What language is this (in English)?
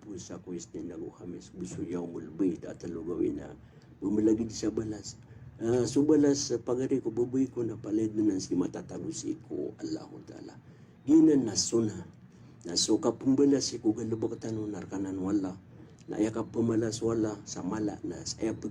Maranao